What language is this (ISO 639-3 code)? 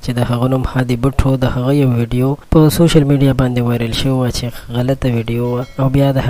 pus